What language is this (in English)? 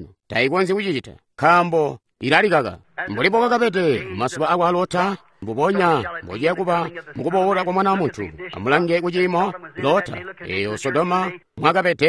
Tonga (Zambia)